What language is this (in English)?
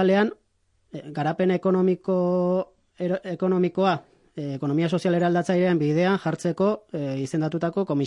Basque